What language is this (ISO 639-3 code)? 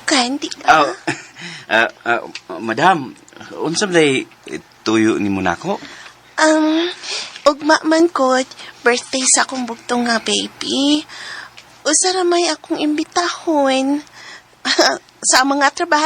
ceb